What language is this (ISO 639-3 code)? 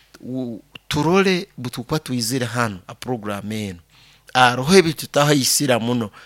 nyo